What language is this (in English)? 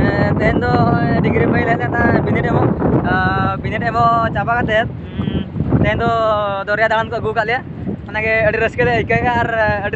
Santali